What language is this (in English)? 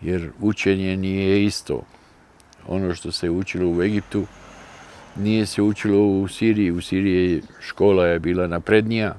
Bosnian